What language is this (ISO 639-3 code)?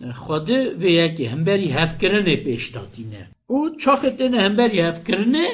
kur